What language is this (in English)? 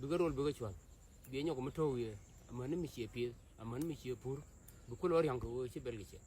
Nuer